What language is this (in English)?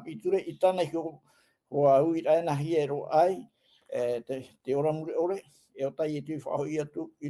Tahitian